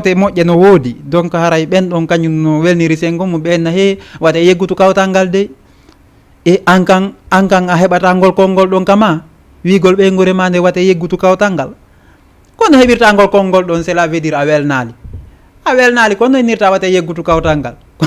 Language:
Fula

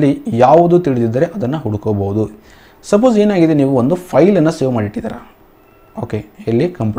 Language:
Kannada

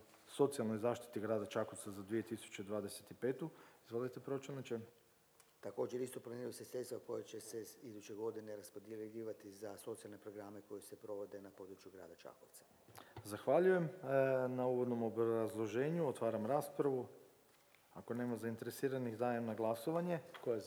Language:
Croatian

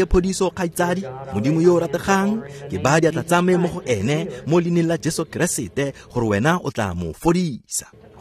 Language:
Tswana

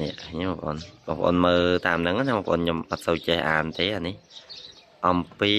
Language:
Khmer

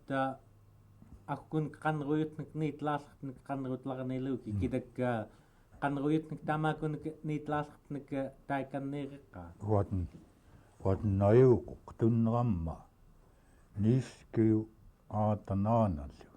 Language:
Central Yupik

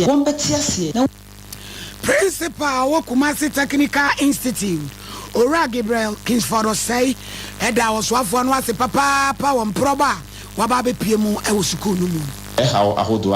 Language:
Akan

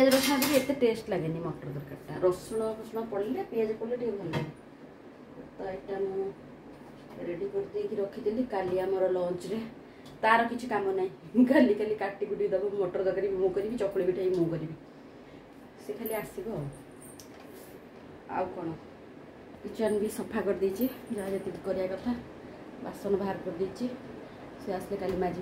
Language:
Sambalpuri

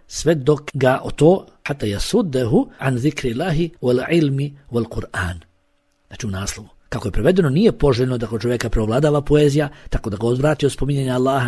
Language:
Bosnian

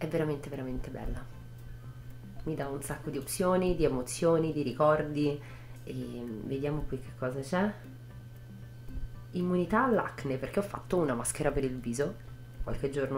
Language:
Italian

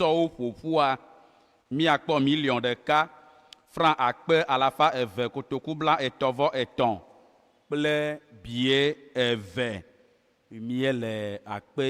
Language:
Ewe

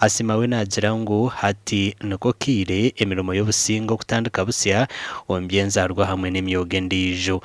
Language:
Nyankole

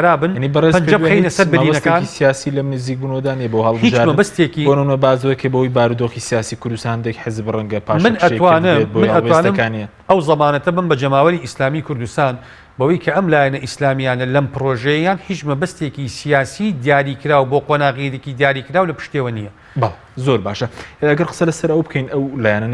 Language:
Central Kurdish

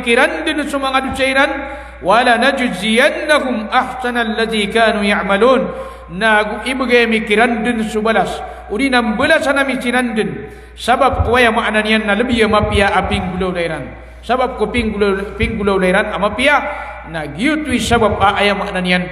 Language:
Maranao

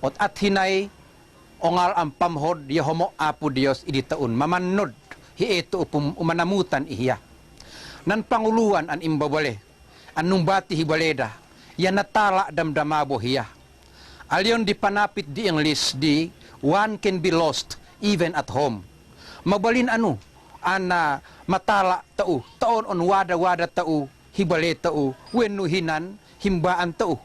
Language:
Tuwali Ifugao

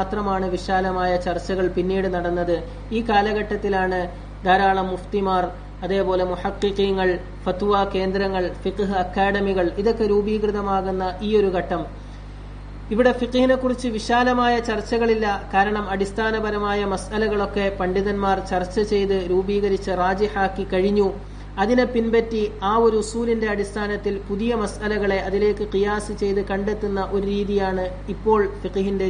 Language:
Malayalam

